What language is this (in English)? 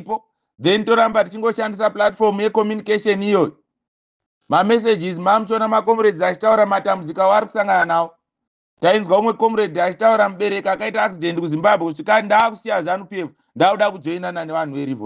Shona